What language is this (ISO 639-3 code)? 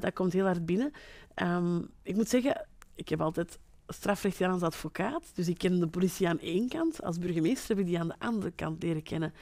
nld